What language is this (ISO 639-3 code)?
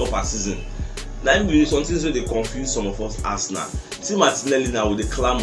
pcm